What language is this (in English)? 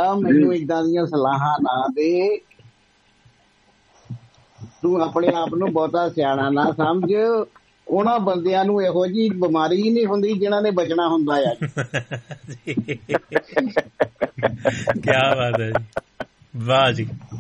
Punjabi